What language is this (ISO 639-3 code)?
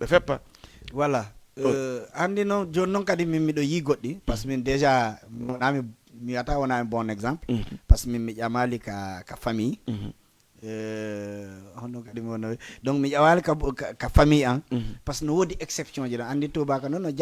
ful